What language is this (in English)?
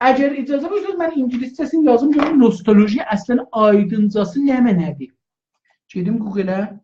South Azerbaijani